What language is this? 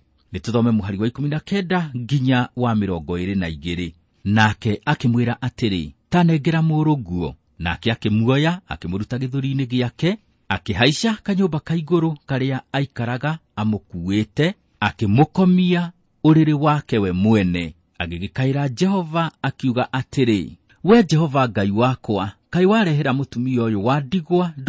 Kikuyu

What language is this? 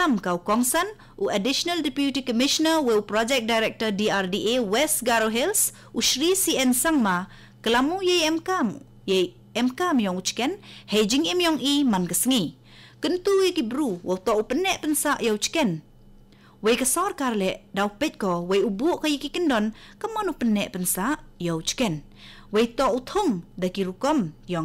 Khasi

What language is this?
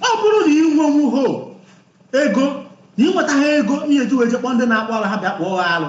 Igbo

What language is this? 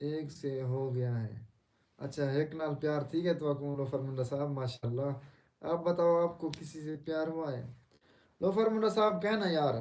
Saraiki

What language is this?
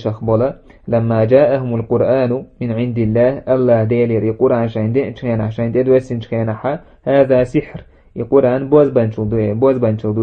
Chechen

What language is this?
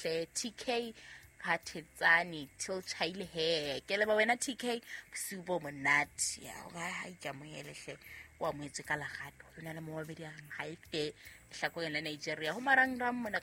Southern Sotho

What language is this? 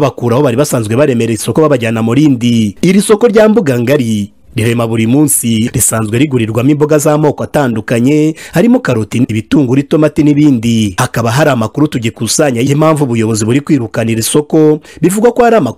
Kinyarwanda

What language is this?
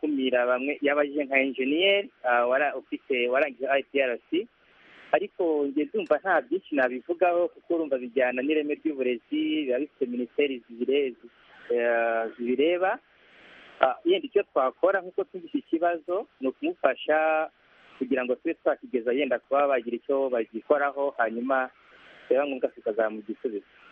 Kinyarwanda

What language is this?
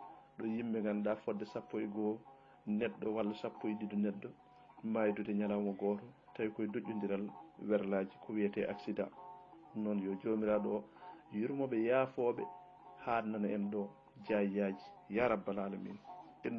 Fula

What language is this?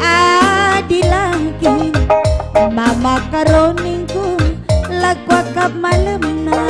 Batak Karo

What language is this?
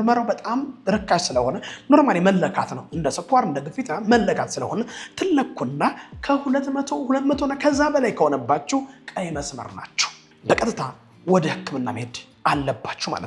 Amharic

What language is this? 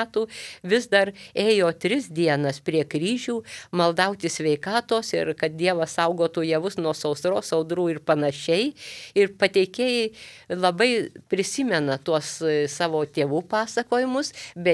Lithuanian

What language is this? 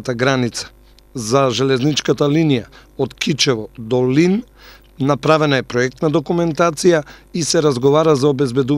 Macedonian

